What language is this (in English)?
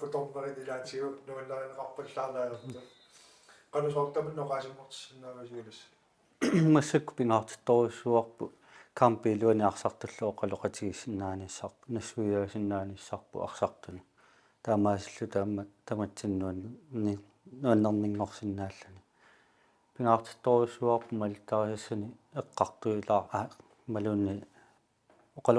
Kalaallisut